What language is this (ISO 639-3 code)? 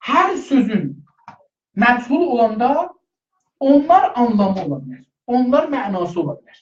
azb